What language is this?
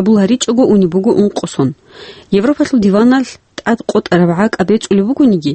Avaric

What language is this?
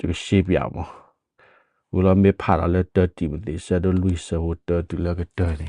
S'gaw Karen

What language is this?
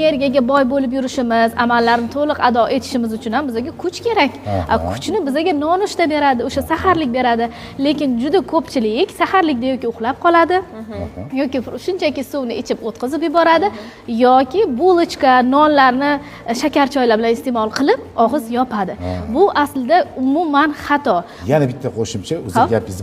Uzbek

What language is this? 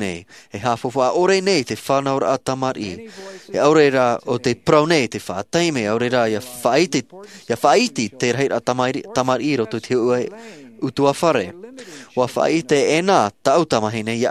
Tahitian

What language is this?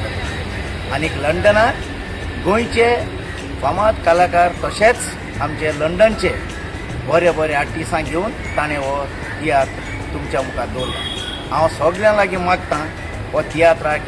Konkani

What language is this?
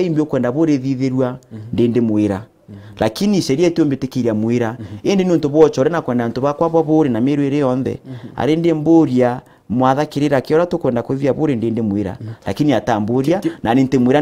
Meru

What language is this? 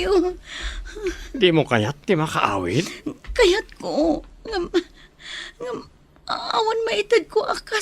Iloko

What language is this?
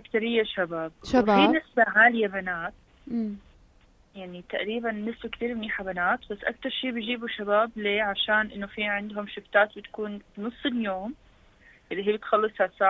North Levantine Arabic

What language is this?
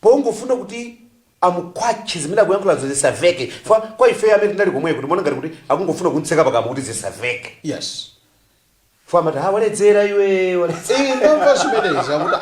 Nyanja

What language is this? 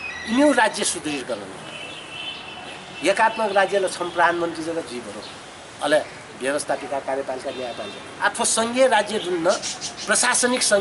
Newari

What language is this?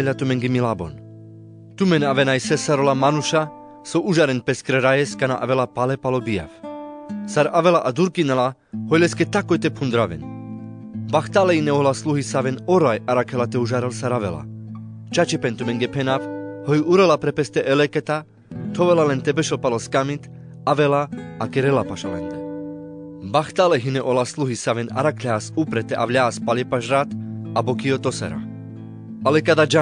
Carpathian Romani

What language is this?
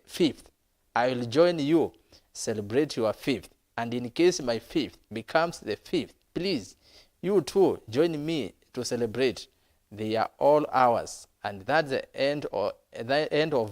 Kamba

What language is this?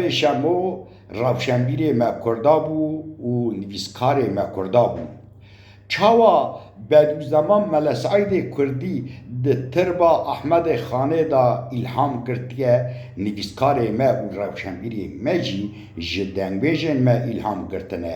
Kurdish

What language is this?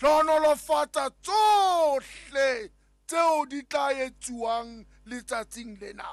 Southern Sotho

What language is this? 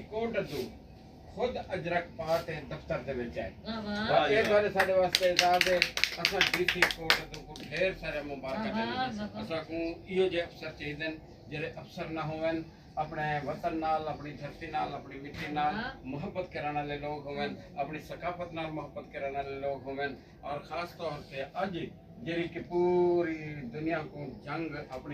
Saraiki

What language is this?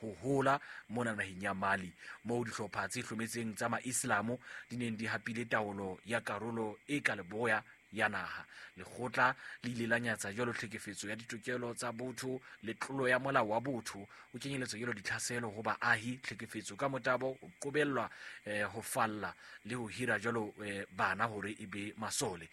Southern Sotho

